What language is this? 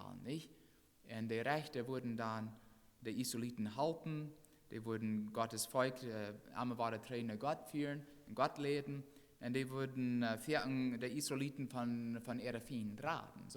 Plautdietsch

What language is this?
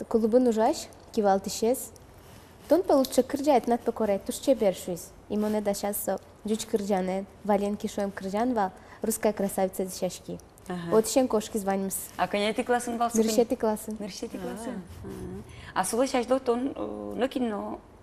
Udmurt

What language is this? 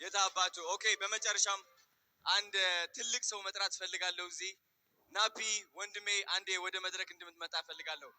Amharic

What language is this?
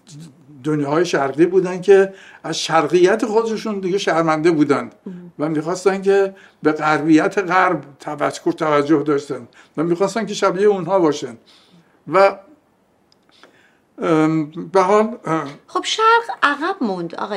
Persian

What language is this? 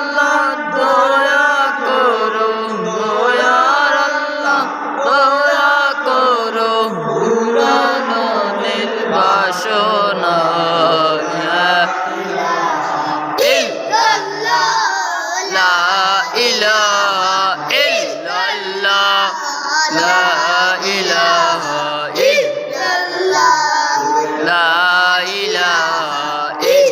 Sylheti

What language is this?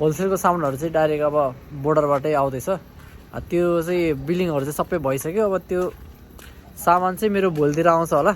Nepali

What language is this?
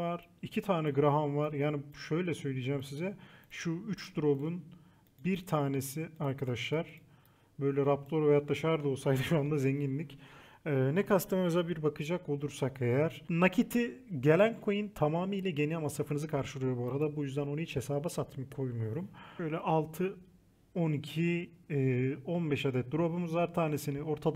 Turkish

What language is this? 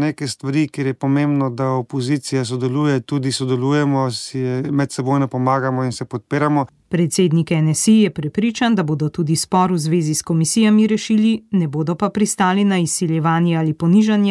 Slovenian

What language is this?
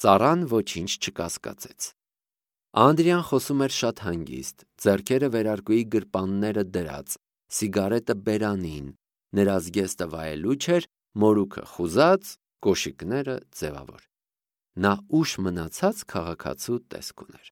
Armenian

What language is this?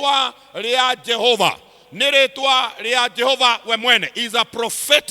Kikuyu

